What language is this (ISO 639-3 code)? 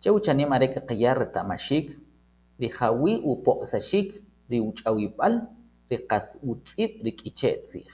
quc